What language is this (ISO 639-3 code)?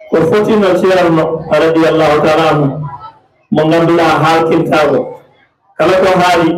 ful